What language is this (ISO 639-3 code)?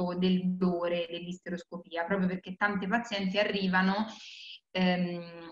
ita